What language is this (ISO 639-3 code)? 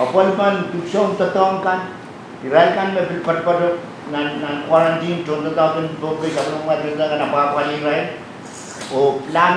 pon